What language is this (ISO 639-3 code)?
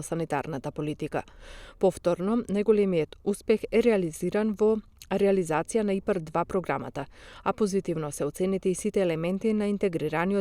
mkd